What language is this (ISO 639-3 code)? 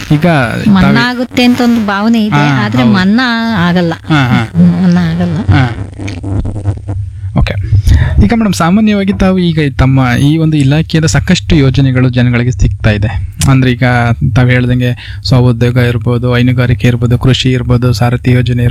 kan